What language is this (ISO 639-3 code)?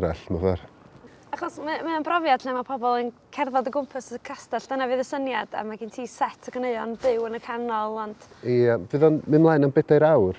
cym